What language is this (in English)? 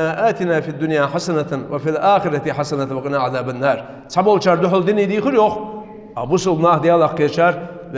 Ingush